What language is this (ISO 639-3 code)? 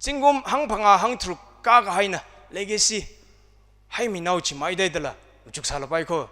nmf